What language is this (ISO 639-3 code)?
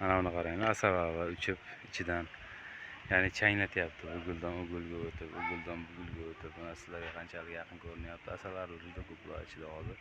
uzb